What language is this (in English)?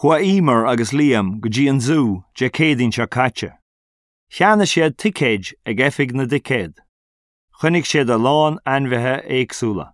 Irish